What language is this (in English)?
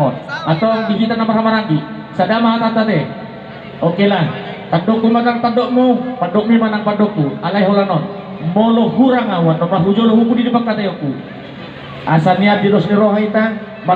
Batak Toba